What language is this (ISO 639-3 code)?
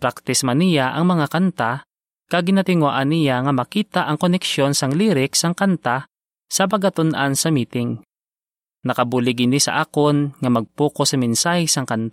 hil